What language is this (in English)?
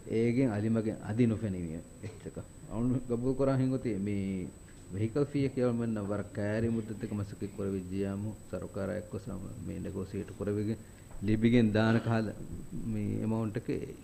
Divehi